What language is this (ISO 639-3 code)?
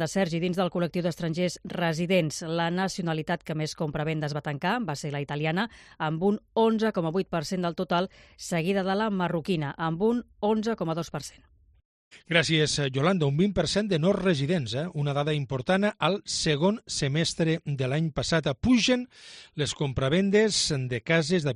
cat